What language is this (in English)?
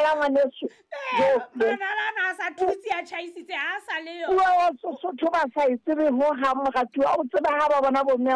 Southern Sotho